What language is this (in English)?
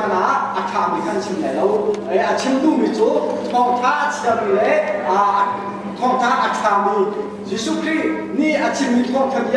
Hakha Chin